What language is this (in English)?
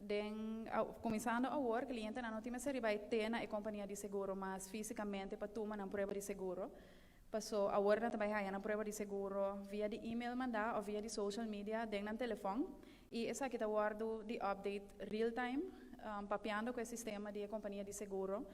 Papiamento